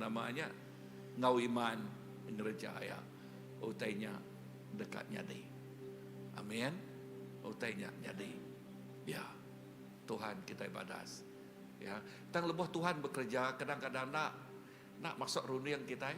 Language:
Iban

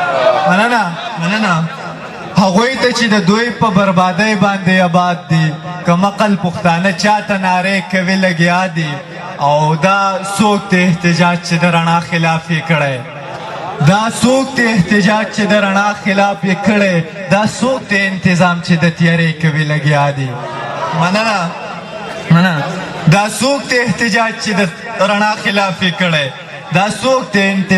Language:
Pashto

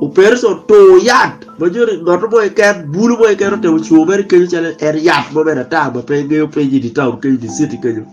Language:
Acoli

